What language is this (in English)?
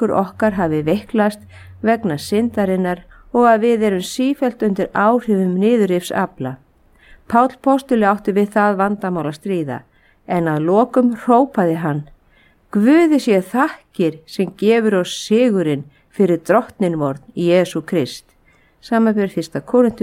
Icelandic